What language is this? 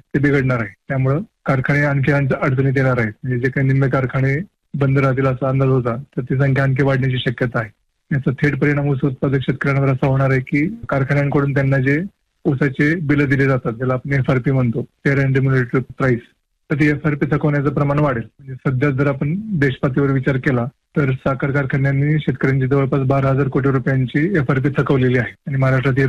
Marathi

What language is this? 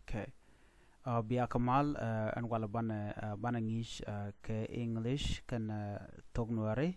Nuer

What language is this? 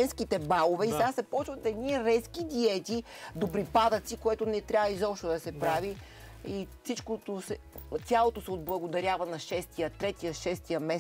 Bulgarian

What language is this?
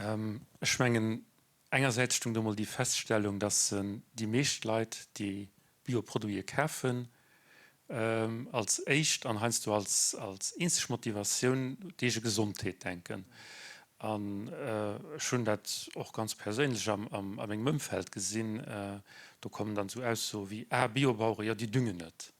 Luxembourgish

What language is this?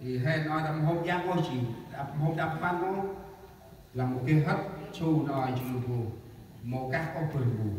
Central Mnong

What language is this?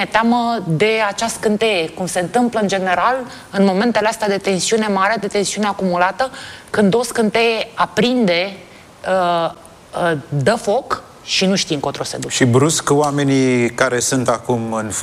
Romanian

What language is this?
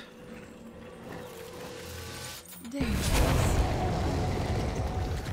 Spanish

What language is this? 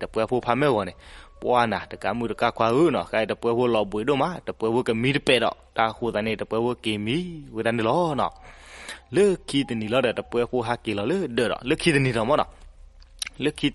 S'gaw Karen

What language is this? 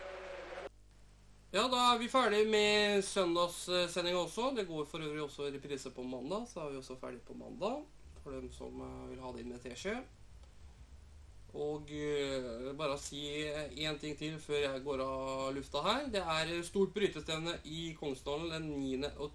Norwegian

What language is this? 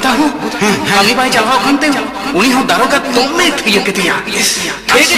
Santali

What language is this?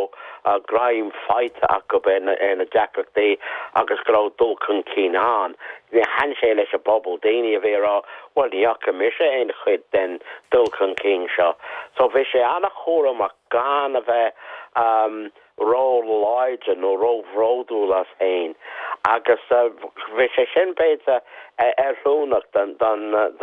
Irish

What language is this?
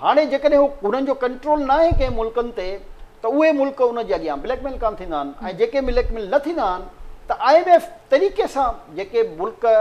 Sindhi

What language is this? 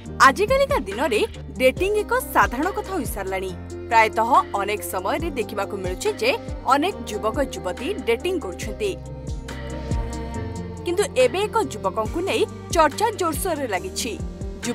Odia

